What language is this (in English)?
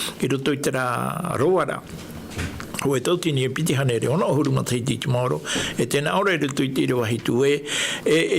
Tahitian